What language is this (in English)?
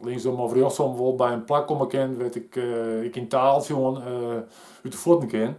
Western Frisian